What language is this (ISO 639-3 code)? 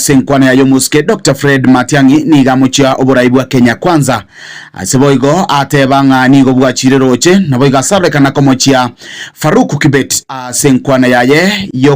guz